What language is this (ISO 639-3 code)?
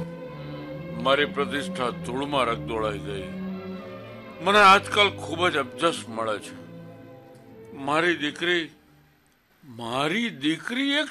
guj